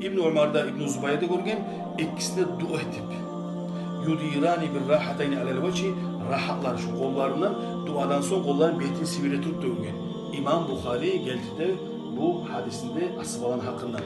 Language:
Kumyk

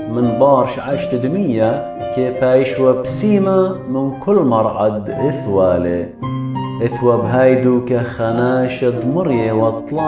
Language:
Assyrian Neo-Aramaic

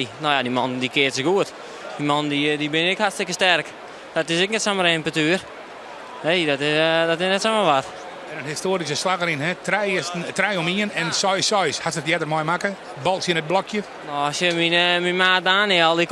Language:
Western Frisian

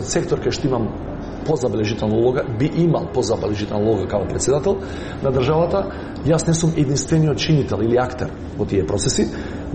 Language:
Macedonian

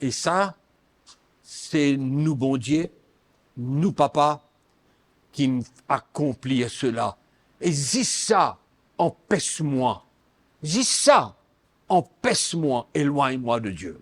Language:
Morisyen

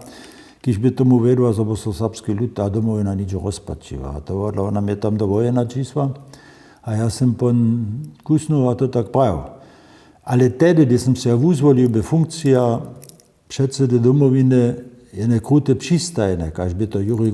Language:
Upper Sorbian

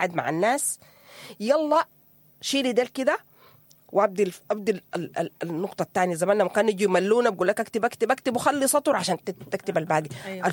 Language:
Sudanese Arabic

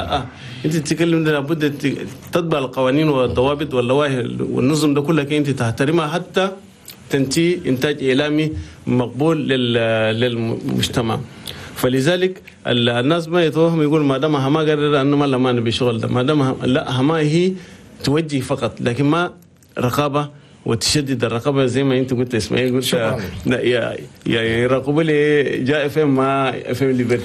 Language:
Chadian Arabic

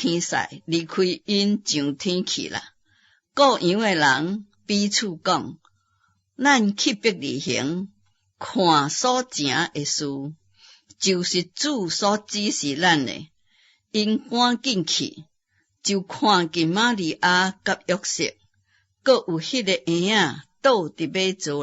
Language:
Min Nan Chinese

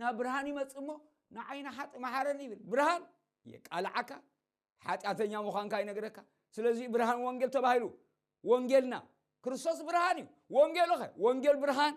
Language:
Tigrinya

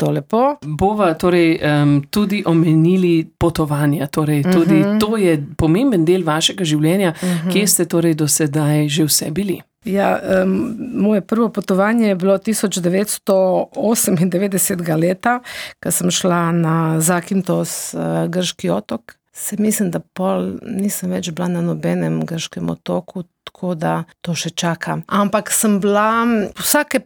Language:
Slovenian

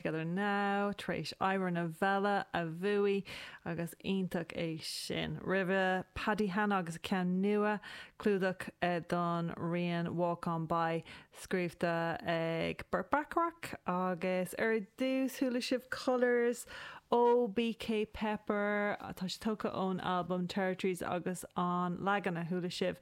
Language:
Irish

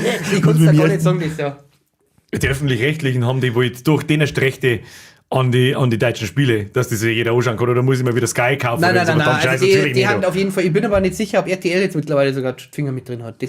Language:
Bavarian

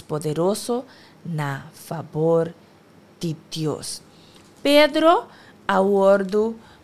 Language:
Papiamento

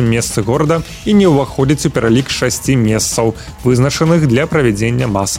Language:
Belarusian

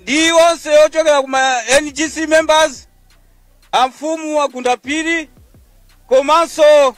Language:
Nyanja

